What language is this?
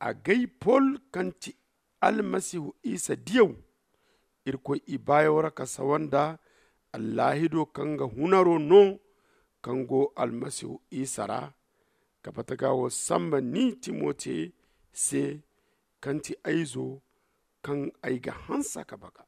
Zarma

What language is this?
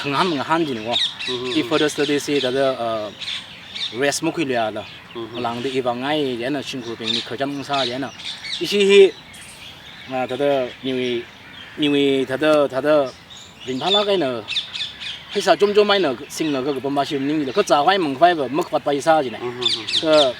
Tangkhul Naga (India)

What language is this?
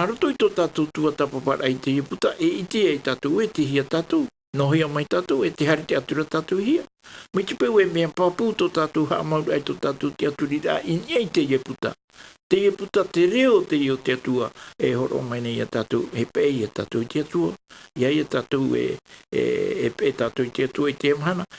Tahitian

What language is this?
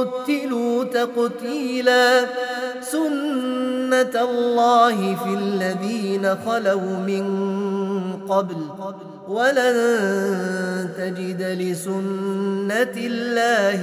Arabic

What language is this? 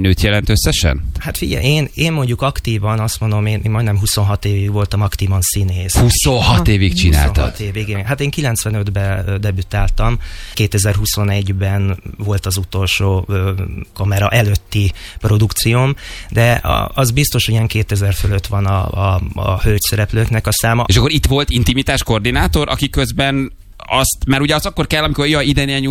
Hungarian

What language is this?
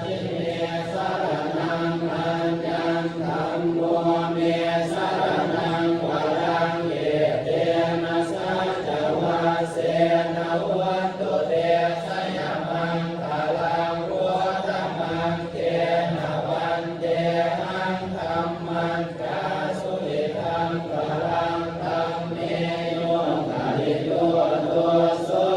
Pali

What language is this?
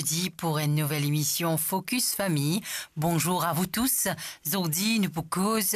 Morisyen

